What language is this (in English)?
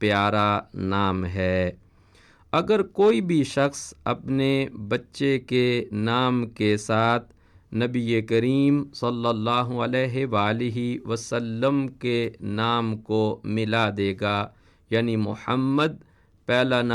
Urdu